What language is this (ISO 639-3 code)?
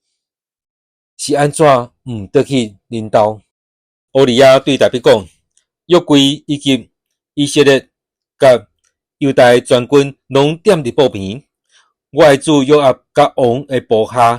nan